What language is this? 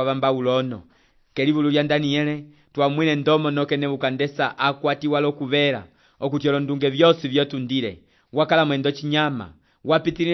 Umbundu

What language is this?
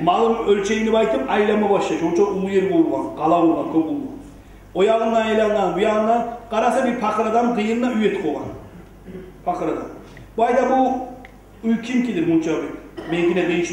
Kumyk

